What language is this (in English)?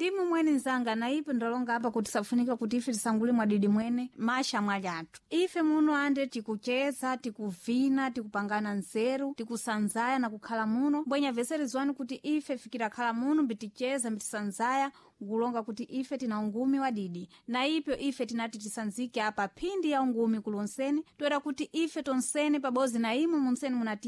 Sena